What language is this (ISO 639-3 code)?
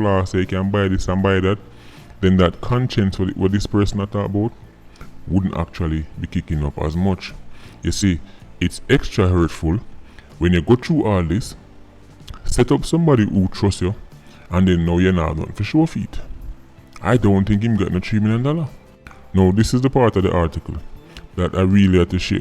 jam